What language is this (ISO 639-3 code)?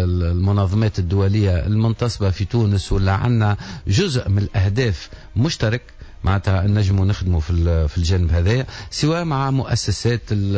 aeb